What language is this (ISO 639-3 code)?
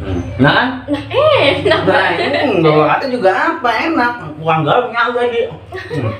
bew